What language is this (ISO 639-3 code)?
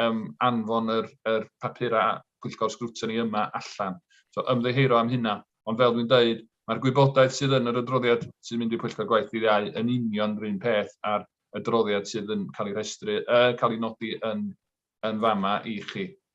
cym